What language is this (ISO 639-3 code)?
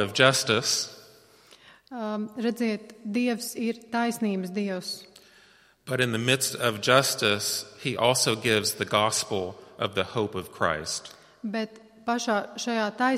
lav